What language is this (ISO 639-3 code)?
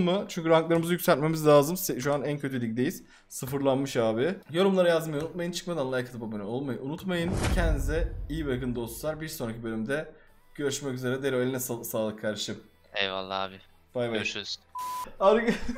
tur